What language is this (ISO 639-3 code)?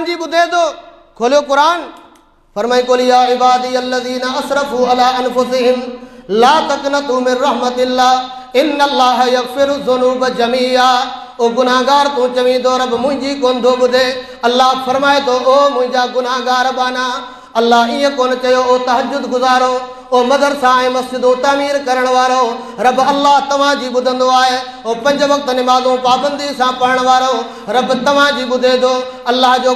snd